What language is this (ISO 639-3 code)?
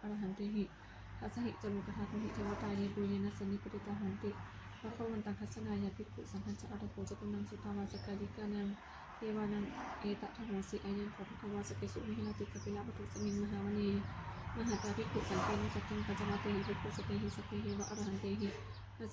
pli